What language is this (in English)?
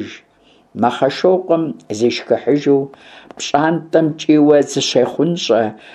Kabardian